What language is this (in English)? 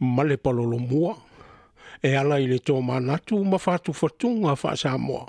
Samoan